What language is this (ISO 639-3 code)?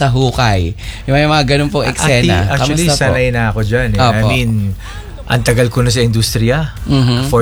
fil